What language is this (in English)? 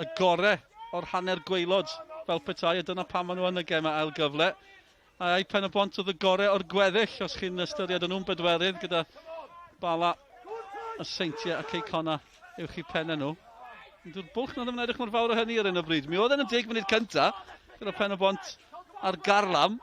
Welsh